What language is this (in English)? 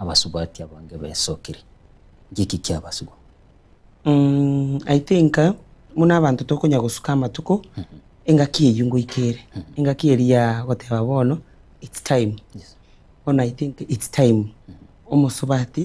Gusii